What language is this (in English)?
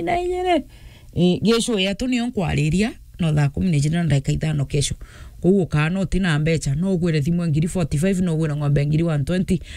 Meru